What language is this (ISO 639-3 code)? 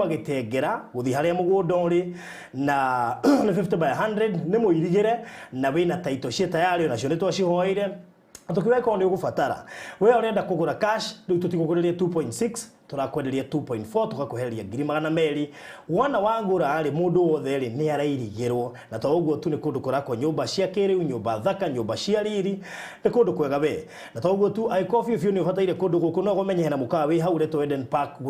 kik